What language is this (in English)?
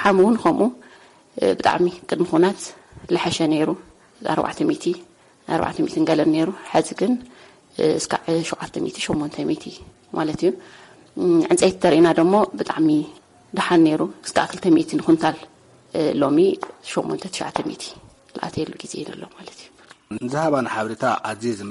Tigrinya